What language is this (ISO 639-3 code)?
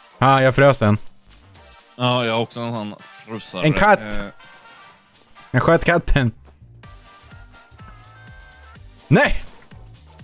swe